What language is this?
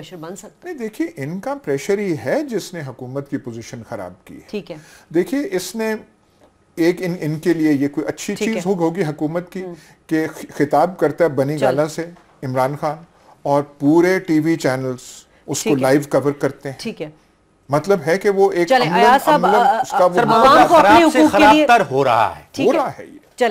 Urdu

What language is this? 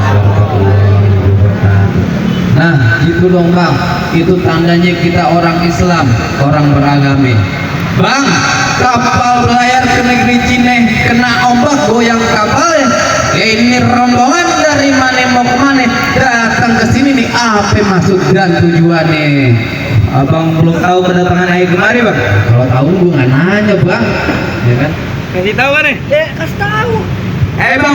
Betawi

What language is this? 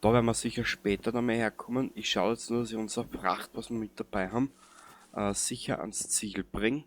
Bavarian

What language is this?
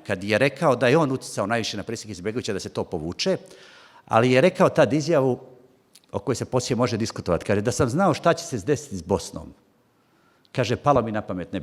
Bosnian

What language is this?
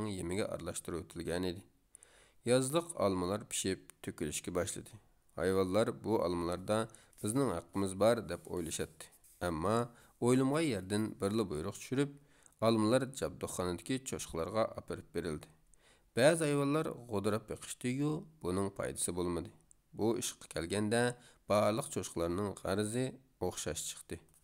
Uyghur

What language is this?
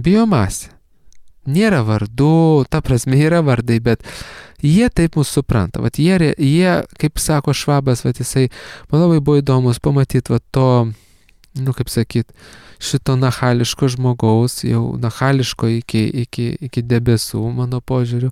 Lithuanian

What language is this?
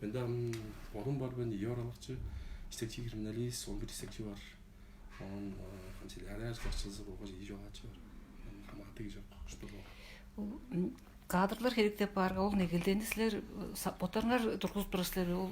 Tuvinian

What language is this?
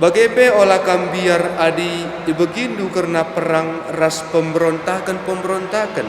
Batak Karo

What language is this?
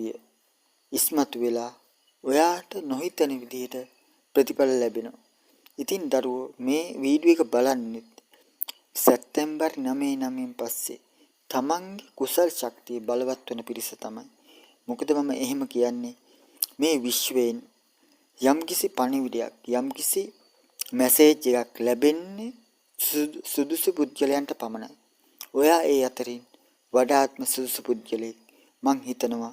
Sinhala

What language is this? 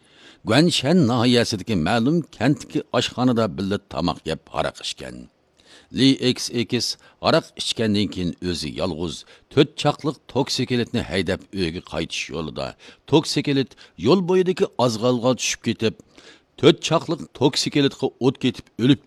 Uyghur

